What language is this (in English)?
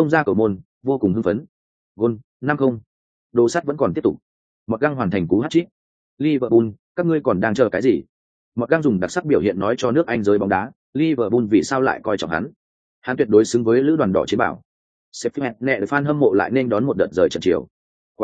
Vietnamese